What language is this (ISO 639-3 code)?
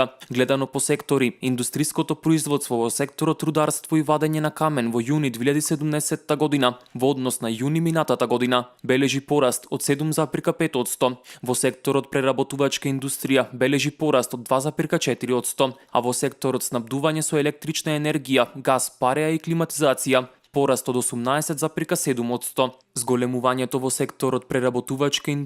mkd